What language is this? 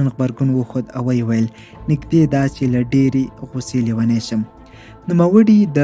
Pashto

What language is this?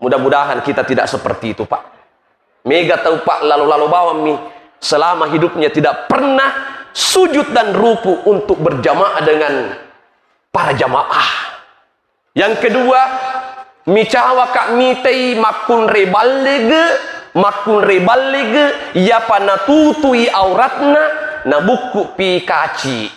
Buginese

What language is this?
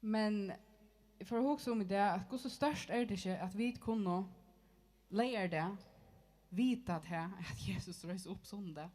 Faroese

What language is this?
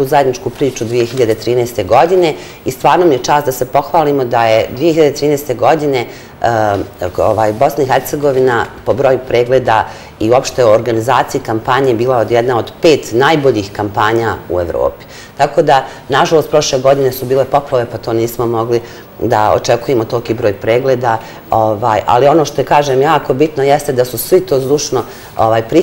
Bosnian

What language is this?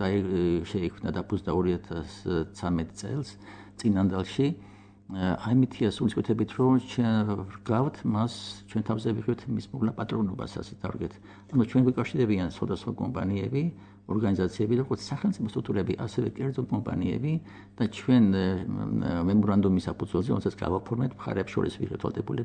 Georgian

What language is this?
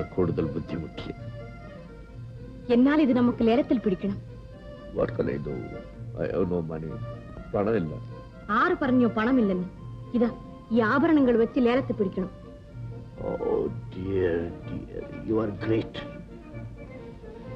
Malayalam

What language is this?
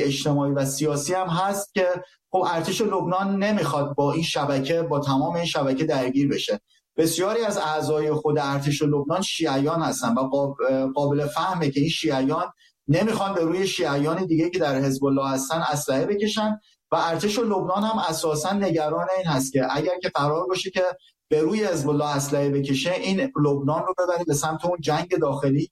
Persian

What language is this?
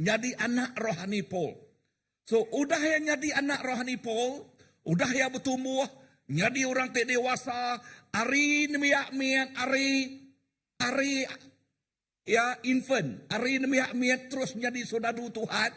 Iban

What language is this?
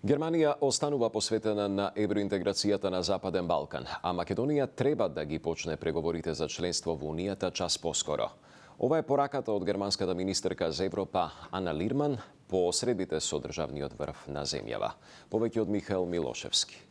Macedonian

